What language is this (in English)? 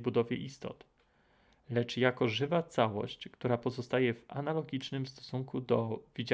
Polish